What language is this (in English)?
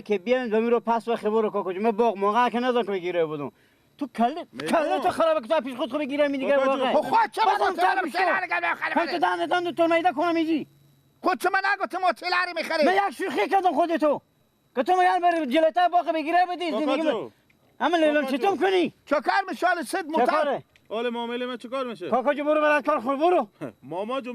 Persian